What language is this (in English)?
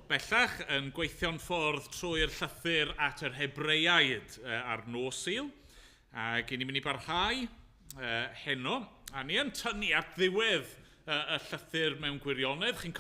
Welsh